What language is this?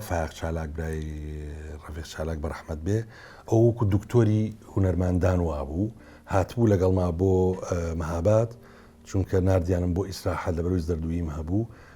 Central Kurdish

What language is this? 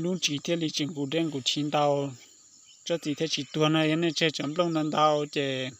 Hmong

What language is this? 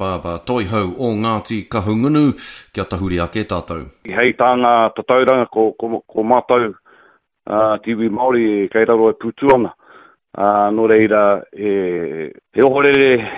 Māori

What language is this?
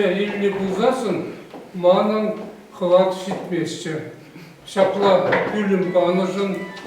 Chuvash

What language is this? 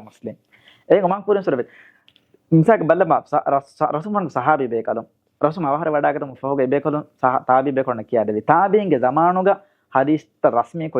Divehi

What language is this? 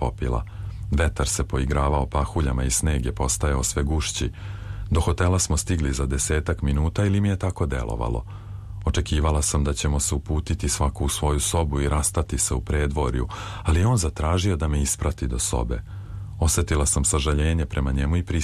Serbian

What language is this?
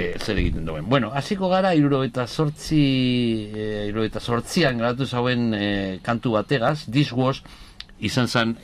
Basque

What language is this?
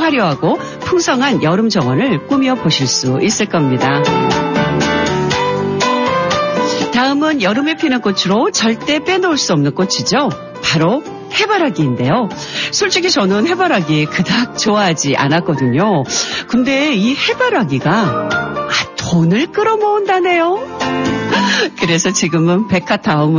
Korean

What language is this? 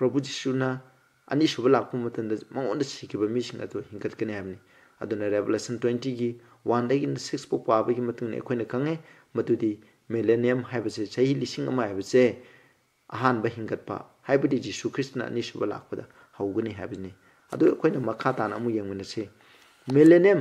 Manipuri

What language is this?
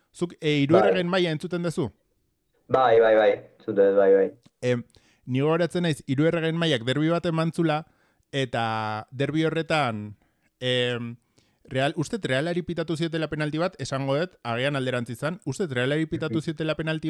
Basque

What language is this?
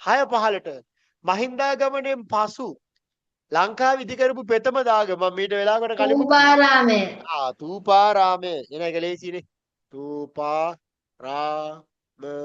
Sinhala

